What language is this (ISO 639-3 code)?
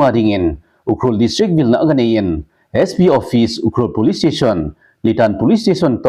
tcz